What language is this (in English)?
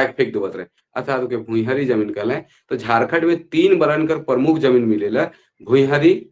Sadri